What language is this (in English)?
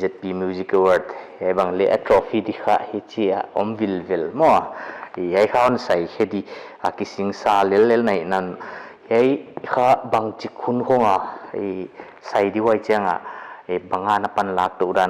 Paite Chin